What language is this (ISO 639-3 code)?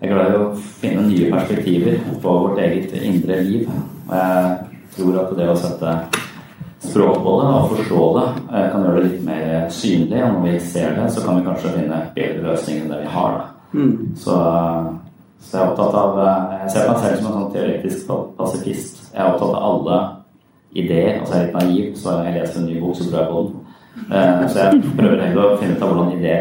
nor